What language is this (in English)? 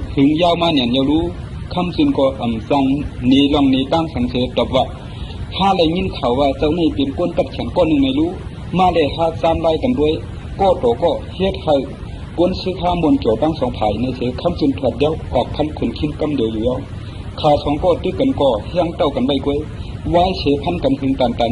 Shan